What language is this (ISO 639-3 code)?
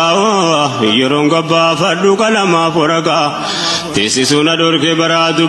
orm